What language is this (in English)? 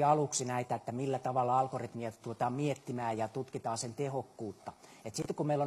Finnish